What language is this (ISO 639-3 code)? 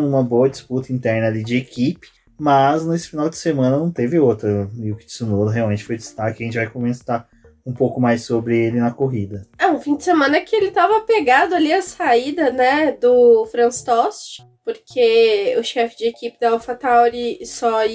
por